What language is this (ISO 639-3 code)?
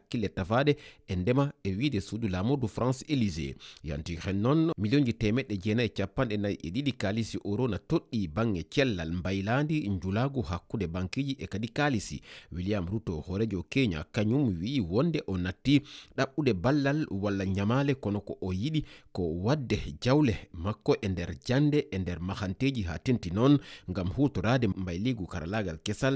ful